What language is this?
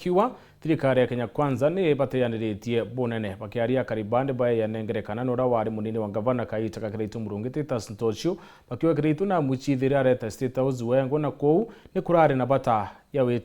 Meru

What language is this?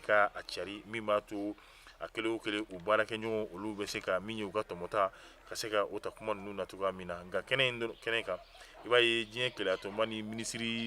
Bambara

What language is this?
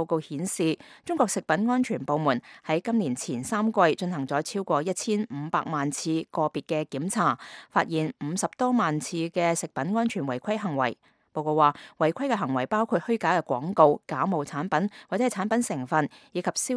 Cantonese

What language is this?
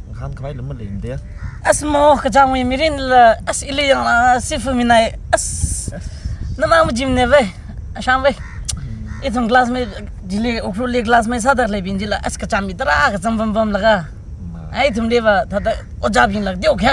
Tangkhul Naga (India)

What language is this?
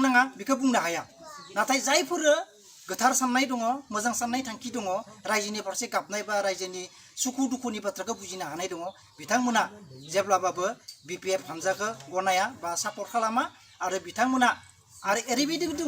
Bodo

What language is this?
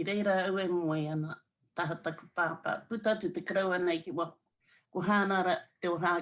Māori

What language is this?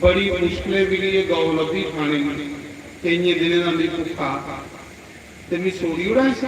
Dogri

